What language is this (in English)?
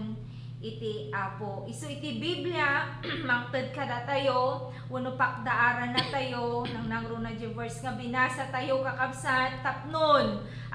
Iloko